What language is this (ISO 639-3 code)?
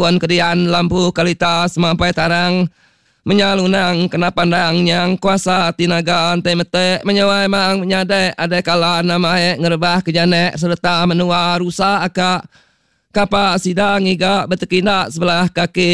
iba